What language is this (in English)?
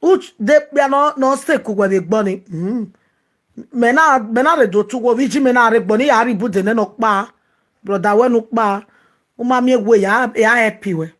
Nigerian Pidgin